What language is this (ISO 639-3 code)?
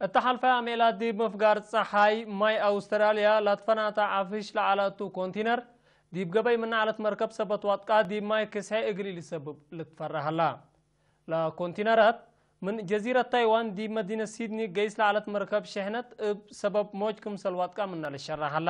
tig